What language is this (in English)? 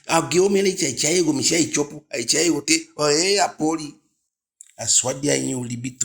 Eastern Maroon Creole